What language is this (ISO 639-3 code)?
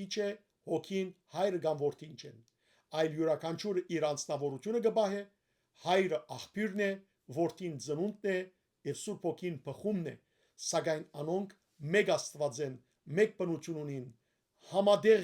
hyw